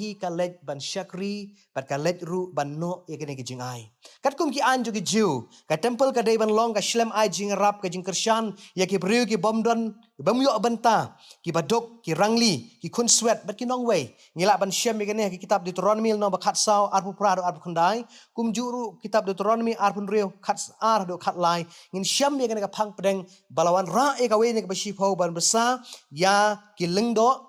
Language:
Khasi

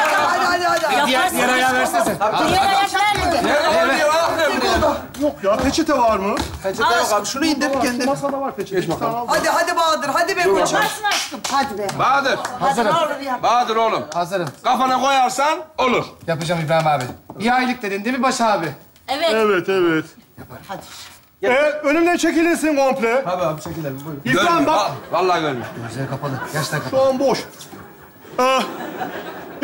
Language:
Turkish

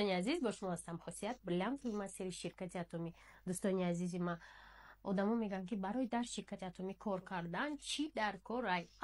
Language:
Tajik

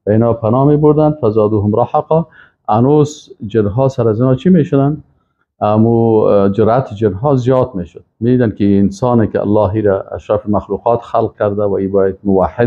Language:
Persian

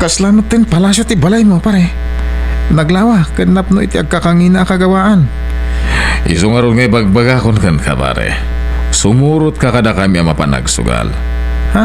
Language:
Iloko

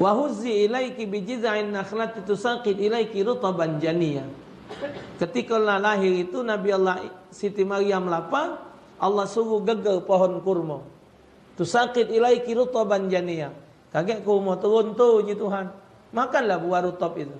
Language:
Musi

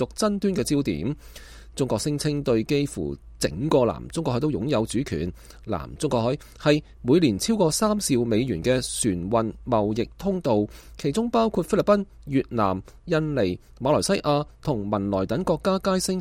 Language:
Cantonese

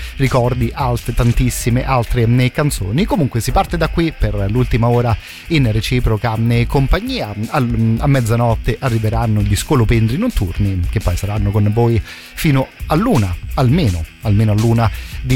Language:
Italian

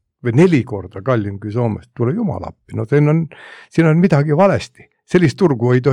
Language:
Estonian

